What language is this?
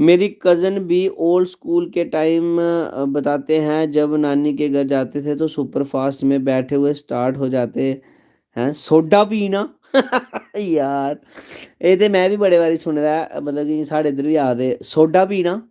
Dogri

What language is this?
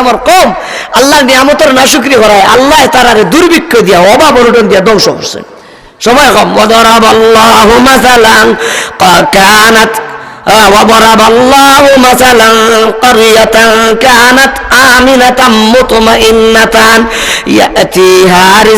Sylheti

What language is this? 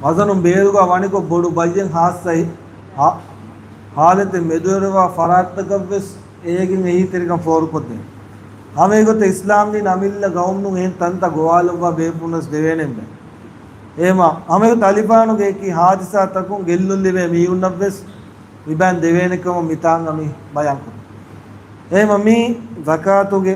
Divehi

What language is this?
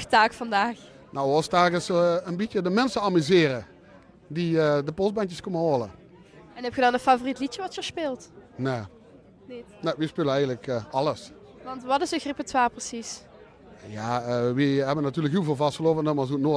Limburgish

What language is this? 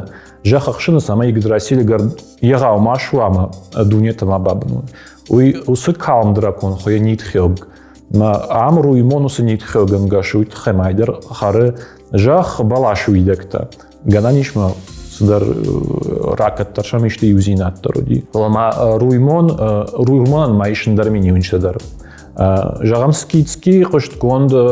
Ossetic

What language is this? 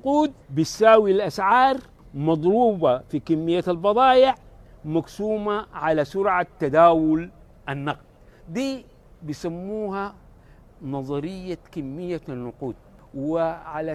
Sudanese Arabic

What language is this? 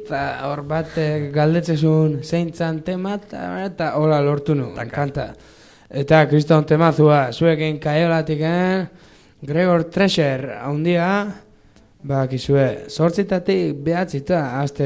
Basque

